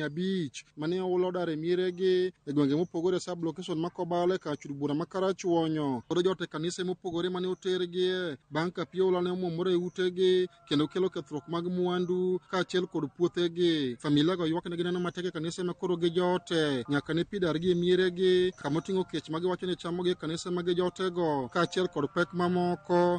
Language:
Luo (Kenya and Tanzania)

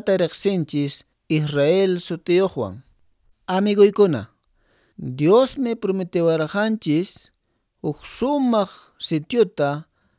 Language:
Quechua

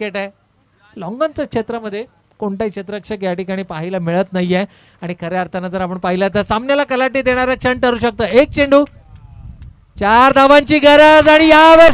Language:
Marathi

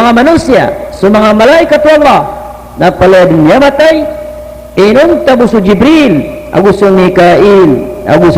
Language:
Maranao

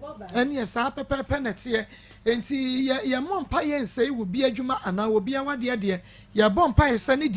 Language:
Akan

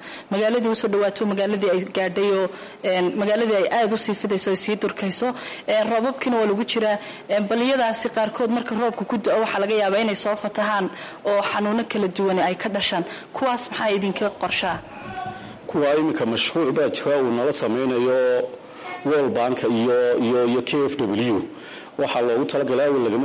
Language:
Somali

